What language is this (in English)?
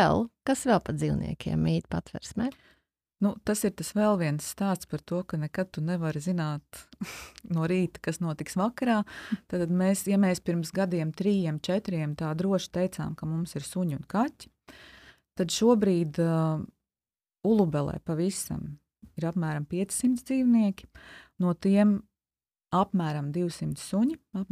Latvian